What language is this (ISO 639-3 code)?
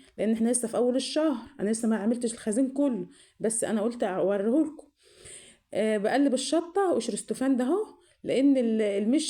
arz